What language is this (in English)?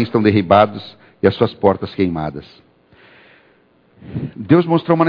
Portuguese